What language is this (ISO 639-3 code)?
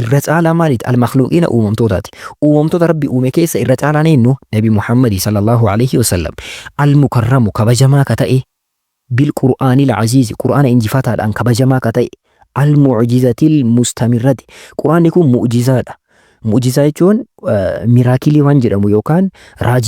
orm